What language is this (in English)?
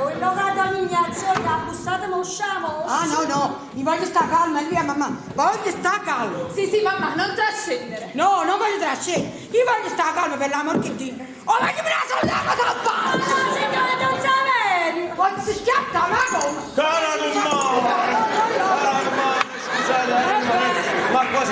Neapolitan